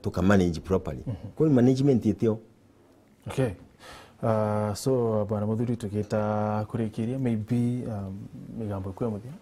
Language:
Meru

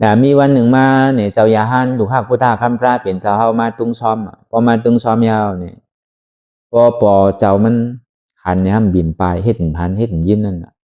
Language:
Shan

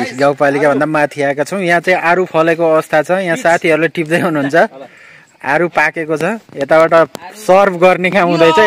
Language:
Nepali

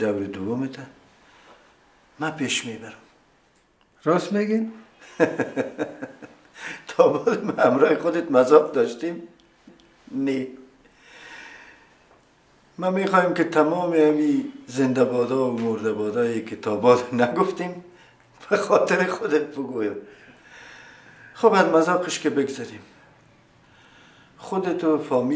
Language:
Persian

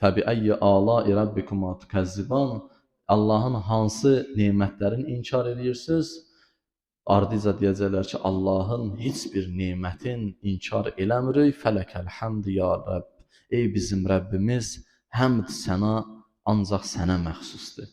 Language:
Azerbaijani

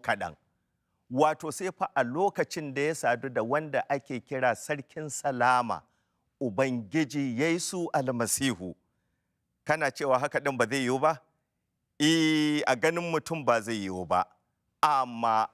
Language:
Hausa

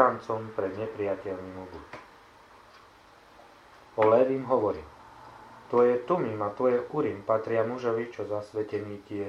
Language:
Slovak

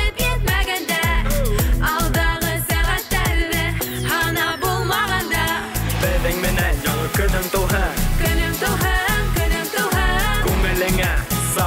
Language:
Bashkir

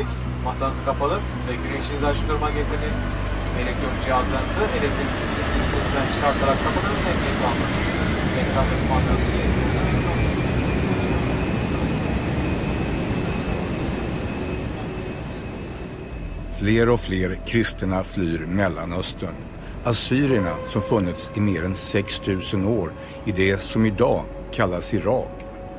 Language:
Swedish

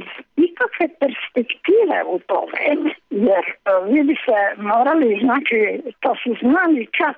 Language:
Serbian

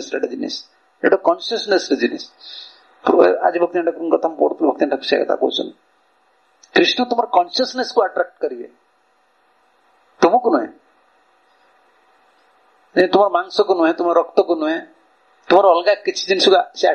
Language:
Odia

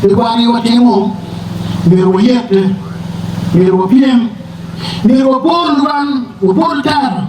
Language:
Acoli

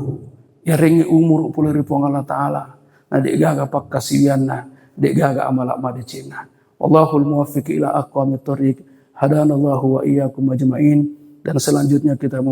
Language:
Buginese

